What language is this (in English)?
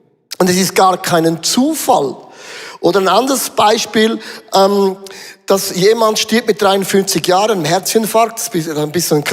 Swiss German